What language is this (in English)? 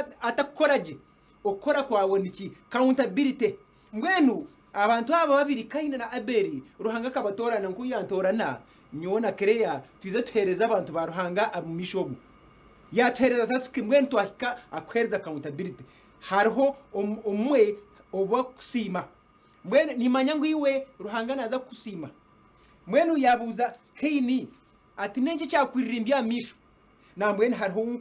Nyankole